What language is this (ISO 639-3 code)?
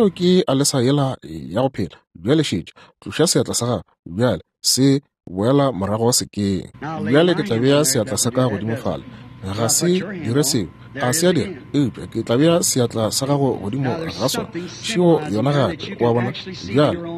nso